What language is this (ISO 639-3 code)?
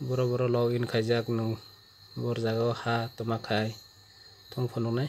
trp